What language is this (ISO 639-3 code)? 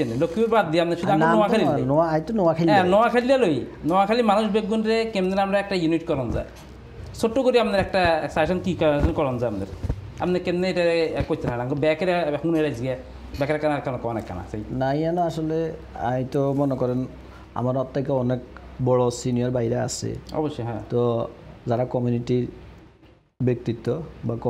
ben